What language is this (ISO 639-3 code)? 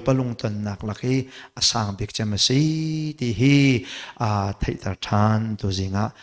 cnh